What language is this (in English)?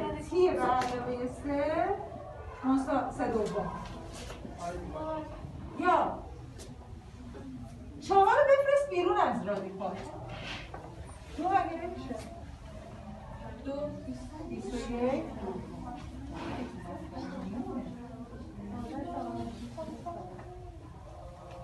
Persian